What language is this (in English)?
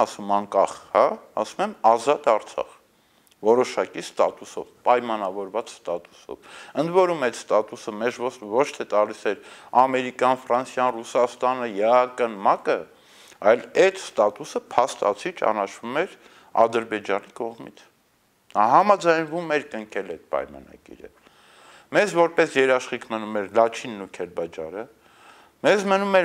Armenian